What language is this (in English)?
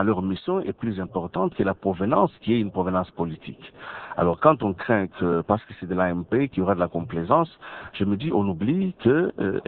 French